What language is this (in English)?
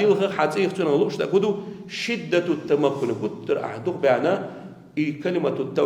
Chechen